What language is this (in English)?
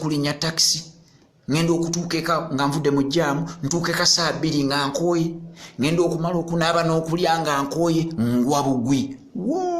Ganda